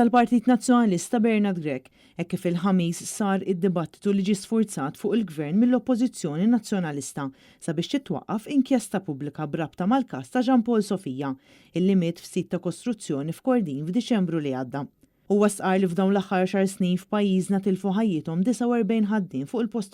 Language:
Maltese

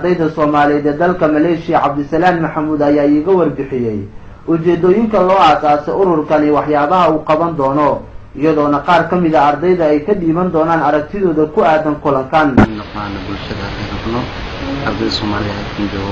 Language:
Somali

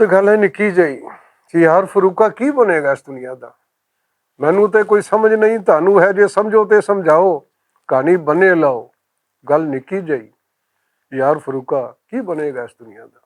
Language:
Western Panjabi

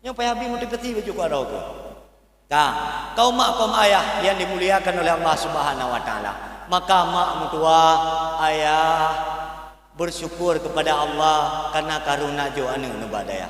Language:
Achinese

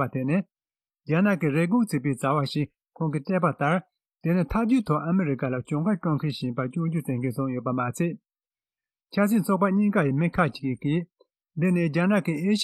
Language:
Tibetan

